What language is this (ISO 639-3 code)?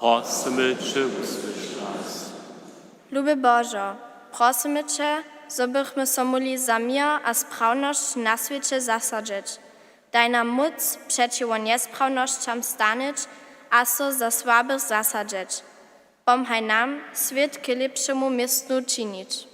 hsb